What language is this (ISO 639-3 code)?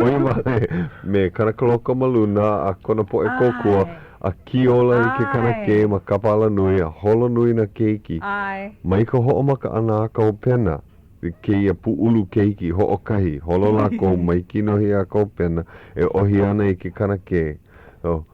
haw